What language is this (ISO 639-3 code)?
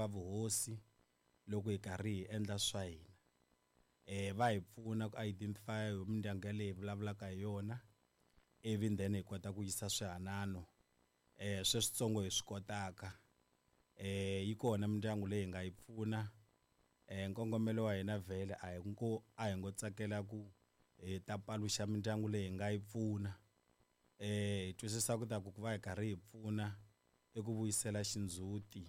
tso